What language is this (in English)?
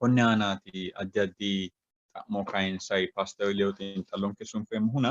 Sidamo